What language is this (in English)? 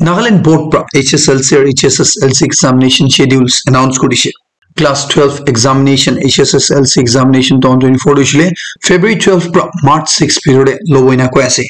Naga Pidgin